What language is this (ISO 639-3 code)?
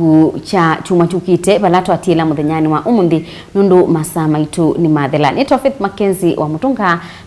kam